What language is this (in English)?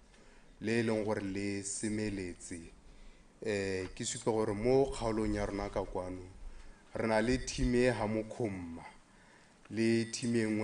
Tswana